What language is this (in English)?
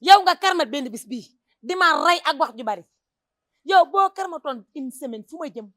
Wolof